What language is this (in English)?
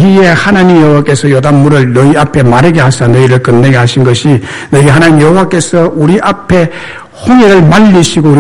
Korean